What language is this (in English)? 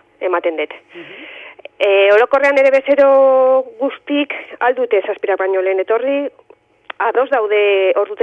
Basque